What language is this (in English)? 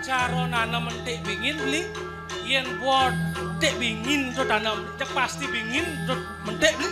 Balinese